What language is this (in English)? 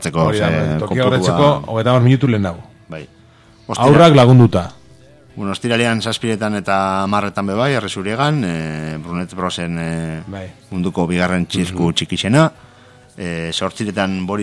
Basque